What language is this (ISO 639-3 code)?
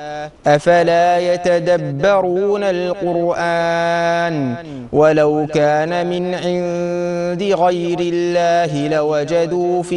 ara